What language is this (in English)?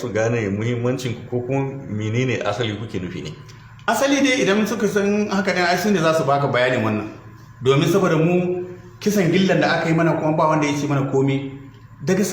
Hausa